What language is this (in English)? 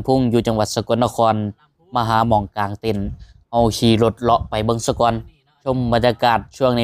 Northeastern Thai